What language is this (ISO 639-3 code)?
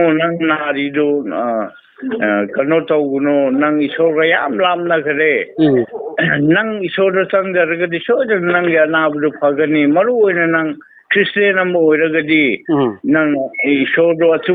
mni